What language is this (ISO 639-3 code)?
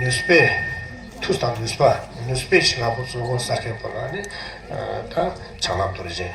bod